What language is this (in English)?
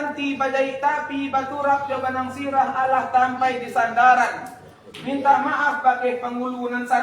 Minangkabau